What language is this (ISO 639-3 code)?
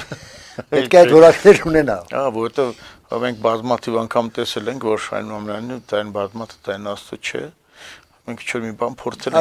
hye